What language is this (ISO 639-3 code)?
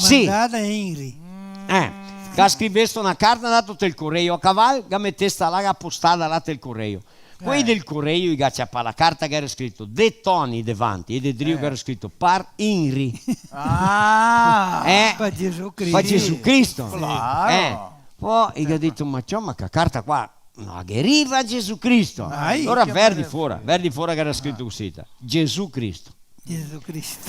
vec